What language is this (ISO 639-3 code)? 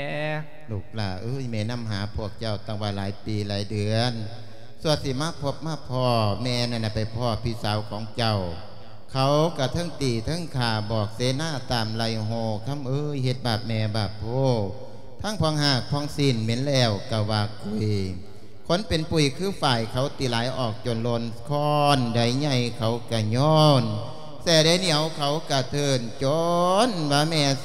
lao